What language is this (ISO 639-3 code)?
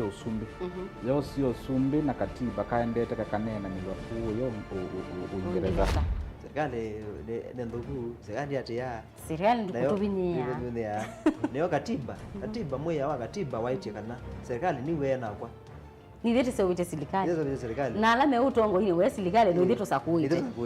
kam